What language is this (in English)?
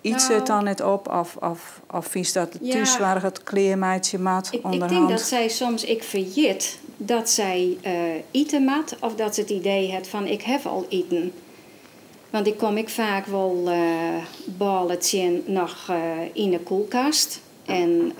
Western Frisian